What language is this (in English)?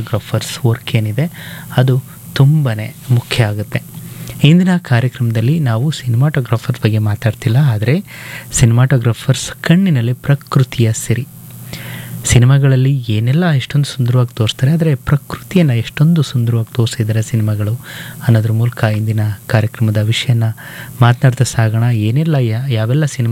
Kannada